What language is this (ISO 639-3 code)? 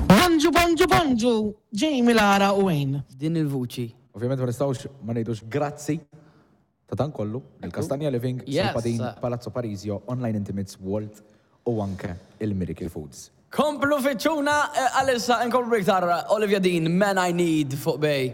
mlt